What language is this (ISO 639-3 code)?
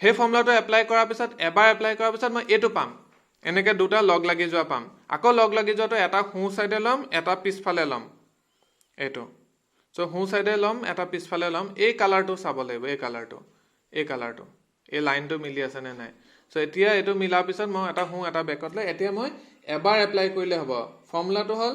asm